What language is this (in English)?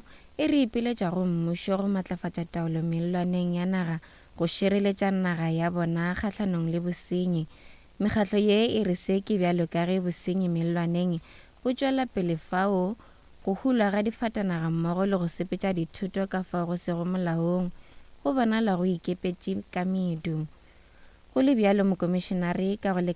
Northern Sotho